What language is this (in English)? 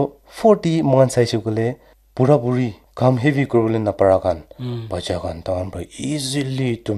Naga Pidgin